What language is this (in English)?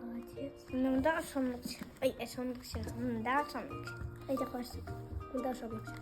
Tatar